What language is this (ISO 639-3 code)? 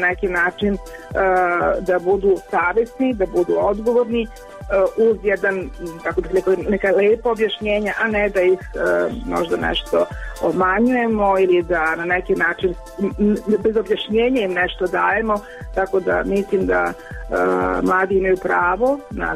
srp